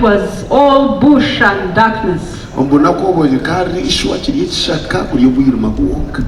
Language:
Nyankole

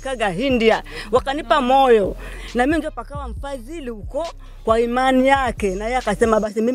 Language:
Swahili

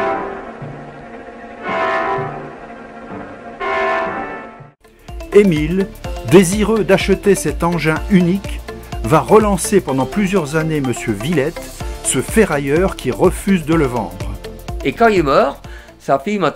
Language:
French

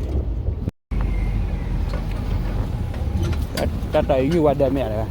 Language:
S'gaw Karen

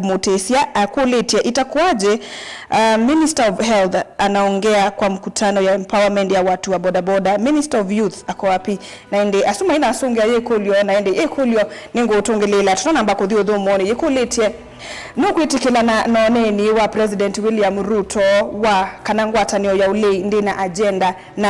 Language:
Kamba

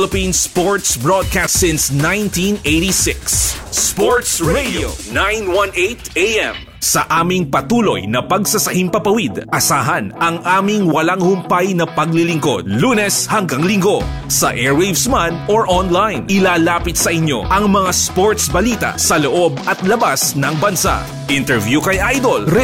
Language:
Filipino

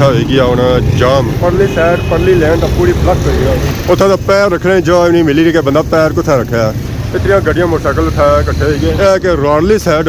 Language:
Pahari-Potwari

